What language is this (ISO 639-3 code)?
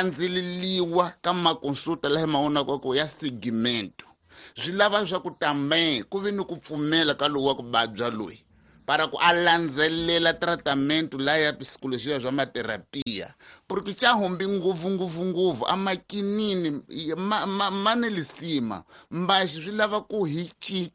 tso